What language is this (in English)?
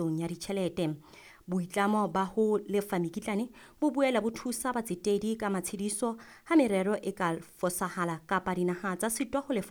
Southern Sotho